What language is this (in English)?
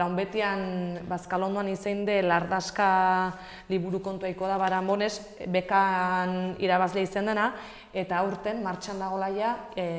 Basque